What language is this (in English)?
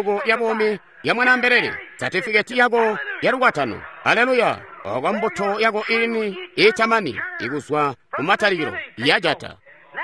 Tonga (Zambia)